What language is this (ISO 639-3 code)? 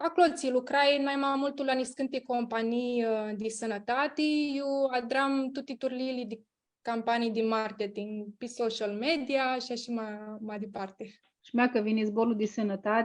rup